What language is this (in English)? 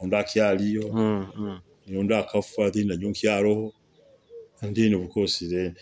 Nyoro